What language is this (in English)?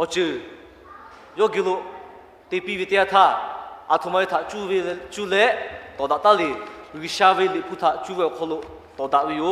Lahu